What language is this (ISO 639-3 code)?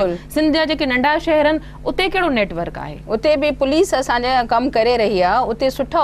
snd